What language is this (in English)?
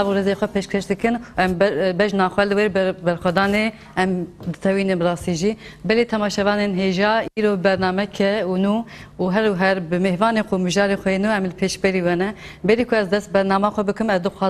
Kurdish